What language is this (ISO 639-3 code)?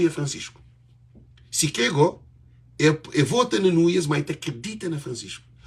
kea